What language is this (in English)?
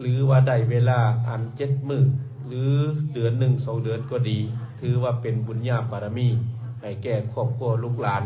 Lao